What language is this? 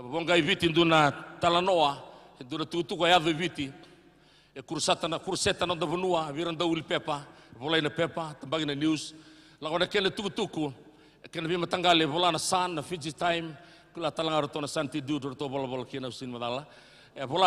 Fijian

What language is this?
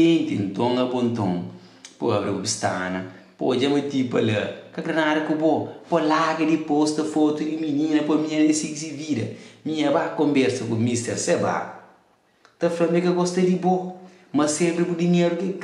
Kabuverdianu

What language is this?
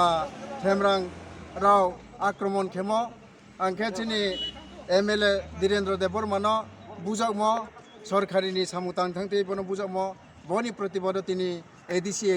Kok Borok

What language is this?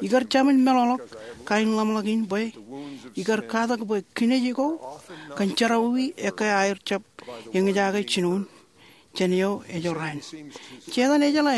Marshallese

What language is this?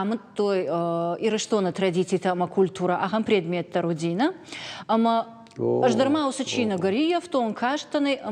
Ossetic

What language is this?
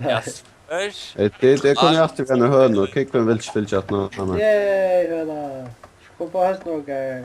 Faroese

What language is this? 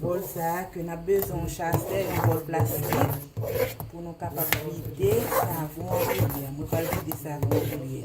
Haitian Creole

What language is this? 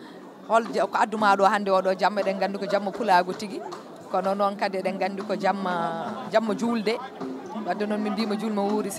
Fula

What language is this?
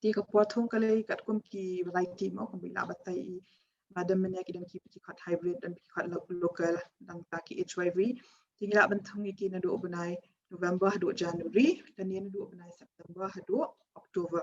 Khasi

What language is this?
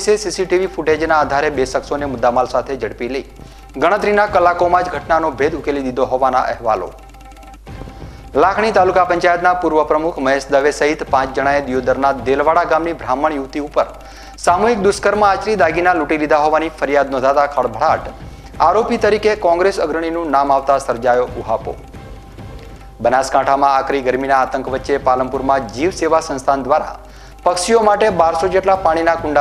Gujarati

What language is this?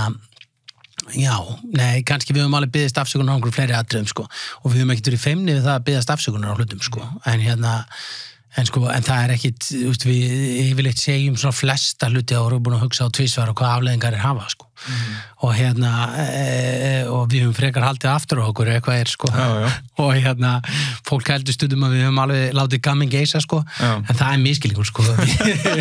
Icelandic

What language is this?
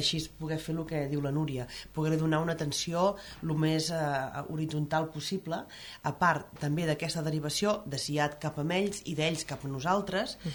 Catalan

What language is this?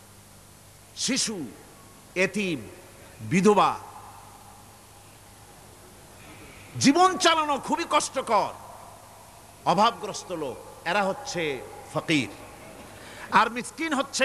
Bangla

